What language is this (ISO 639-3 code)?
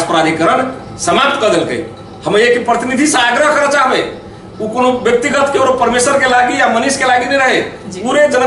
mai